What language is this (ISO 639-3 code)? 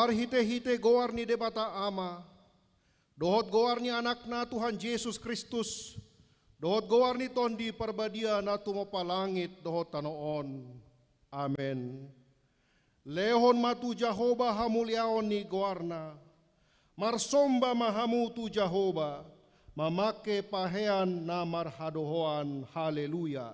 bbc